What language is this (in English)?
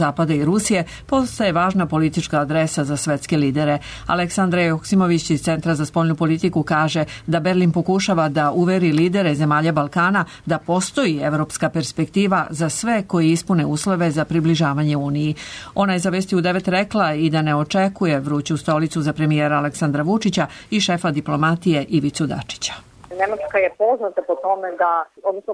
Serbian